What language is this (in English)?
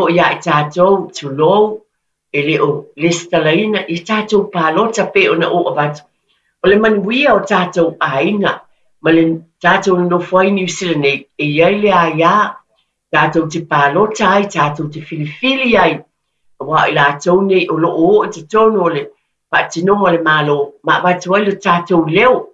Samoan